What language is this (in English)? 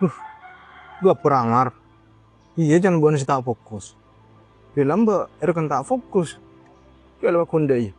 Madurese